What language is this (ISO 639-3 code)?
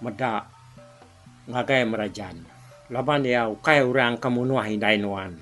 iba